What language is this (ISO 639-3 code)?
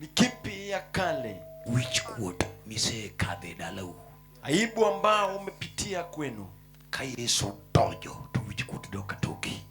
luo